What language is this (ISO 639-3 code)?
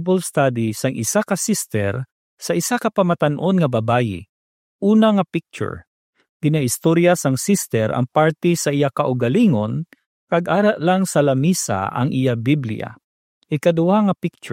hil